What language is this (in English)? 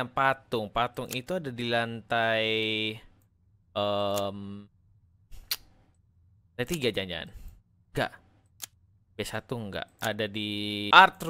Indonesian